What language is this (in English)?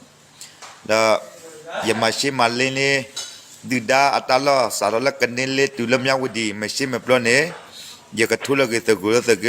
S'gaw Karen